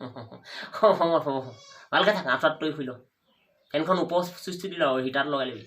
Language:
Assamese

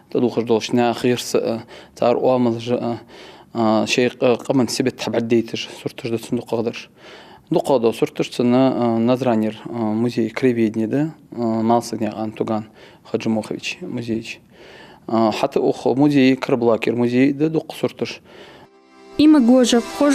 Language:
Ingush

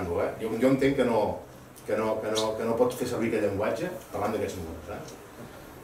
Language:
Catalan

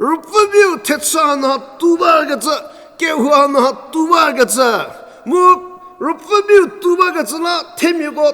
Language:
Angami Naga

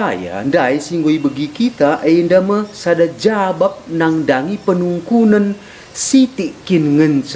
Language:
Batak Karo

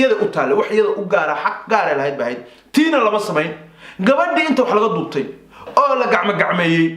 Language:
Somali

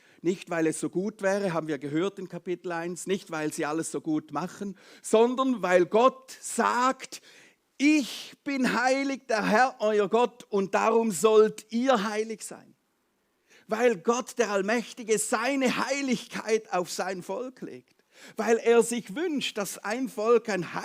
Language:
Swiss German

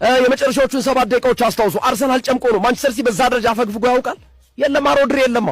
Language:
Amharic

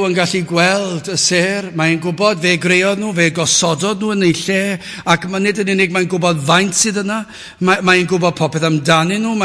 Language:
Welsh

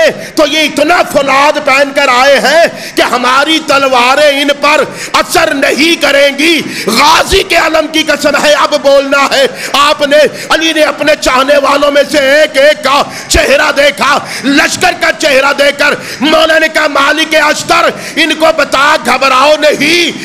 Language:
Urdu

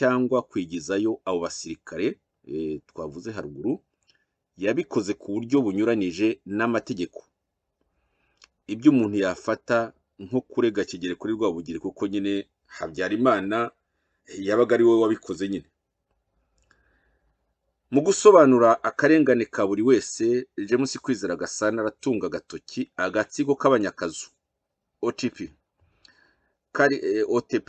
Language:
Kinyarwanda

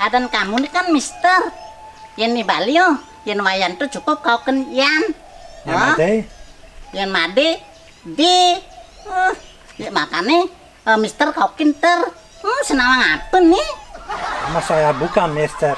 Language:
Balinese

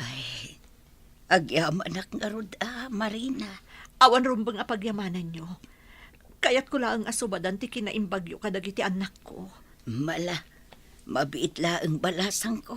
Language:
Iloko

